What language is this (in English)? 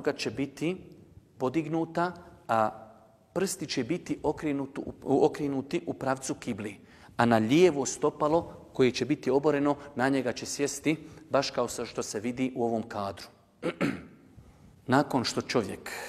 Bosnian